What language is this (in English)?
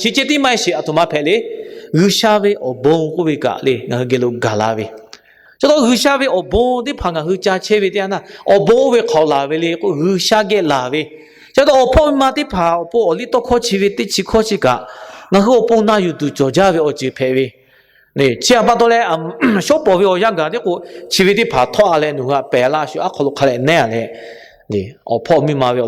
Lahu